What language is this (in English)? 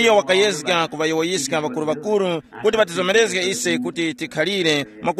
Tumbuka